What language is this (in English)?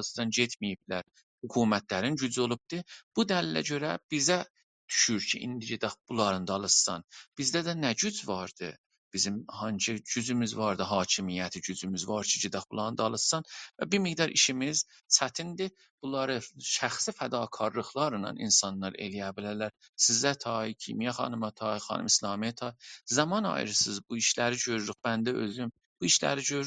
South Azerbaijani